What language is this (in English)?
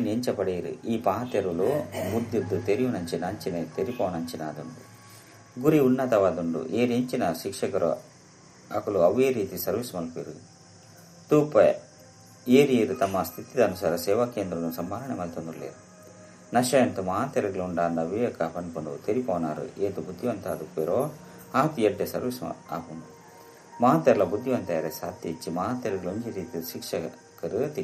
Tulu